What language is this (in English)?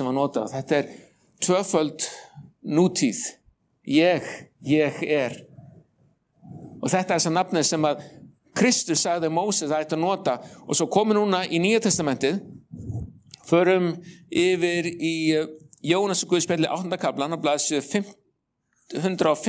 Icelandic